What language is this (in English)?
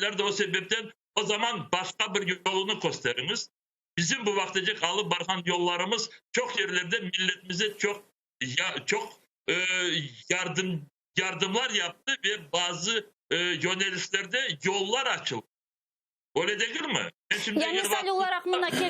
Crimean Tatar